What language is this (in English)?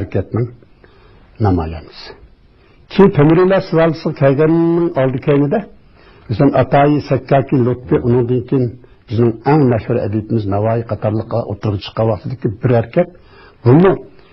Uyghur